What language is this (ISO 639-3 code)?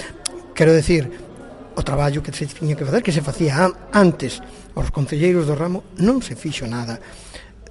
glg